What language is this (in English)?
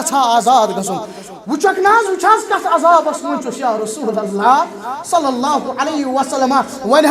Kashmiri